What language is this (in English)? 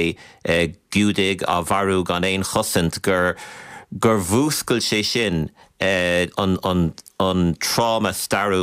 Irish